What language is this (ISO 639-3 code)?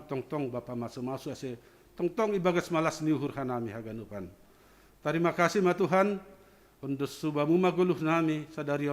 bts